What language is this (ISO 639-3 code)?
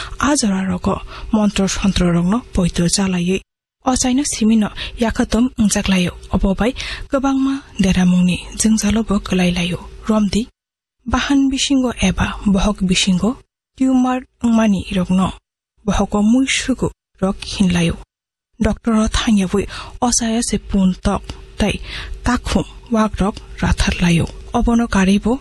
trp